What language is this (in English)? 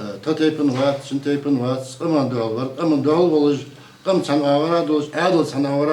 Ingush